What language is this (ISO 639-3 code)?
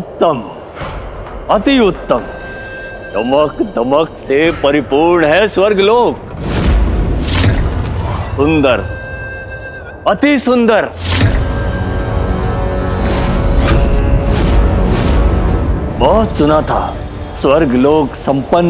hin